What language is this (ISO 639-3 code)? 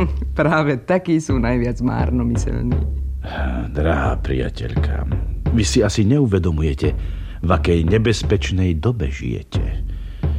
slk